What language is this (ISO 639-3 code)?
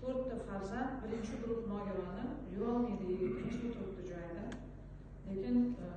uzb